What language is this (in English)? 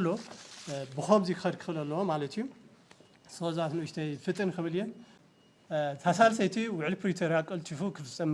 Tigrinya